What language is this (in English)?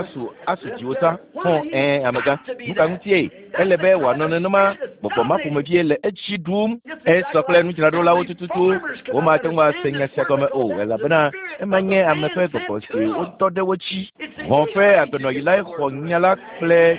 Ewe